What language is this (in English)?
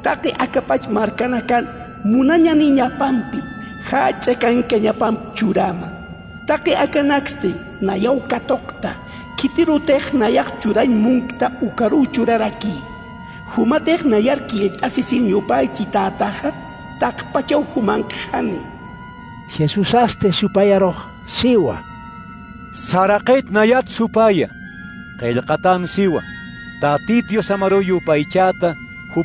Aymara